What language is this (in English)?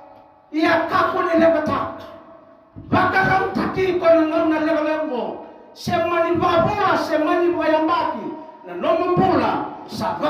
Fijian